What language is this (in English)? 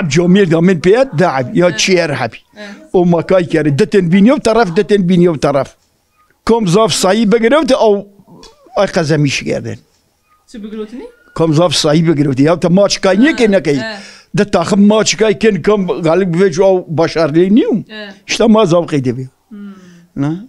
Zaza